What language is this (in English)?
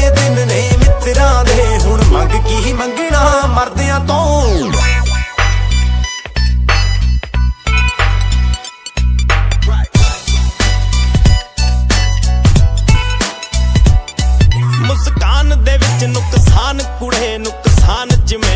Punjabi